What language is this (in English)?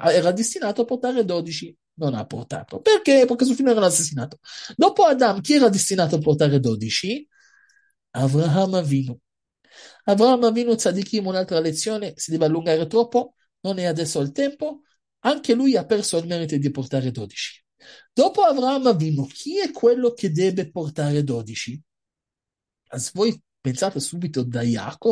Italian